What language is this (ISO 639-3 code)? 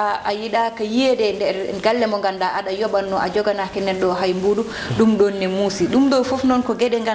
ful